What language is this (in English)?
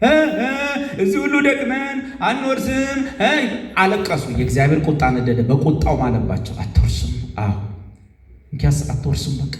Amharic